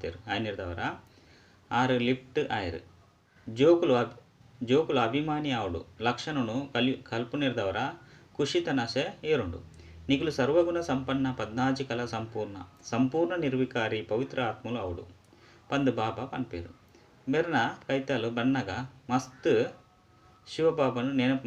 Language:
Tulu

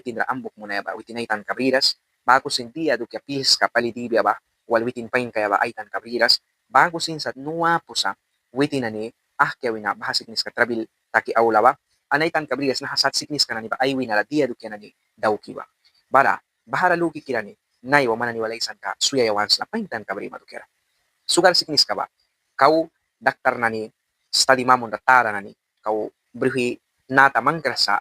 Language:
Mískito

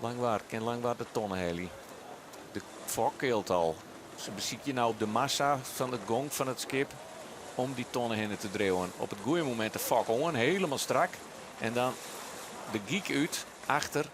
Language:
Western Frisian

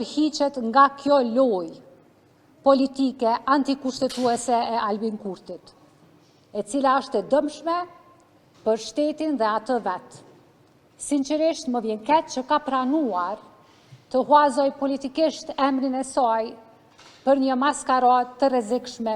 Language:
Albanian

